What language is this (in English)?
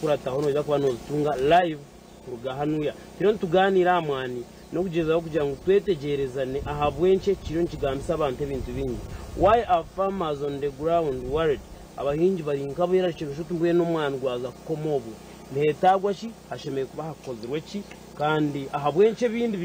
Nyankole